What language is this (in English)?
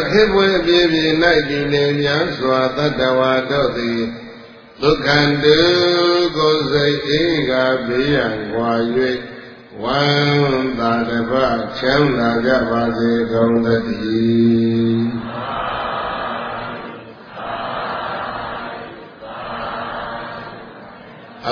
Burmese